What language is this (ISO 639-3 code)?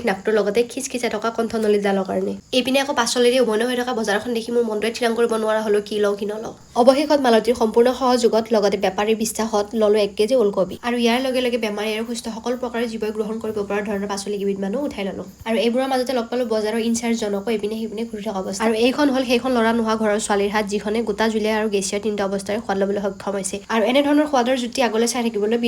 asm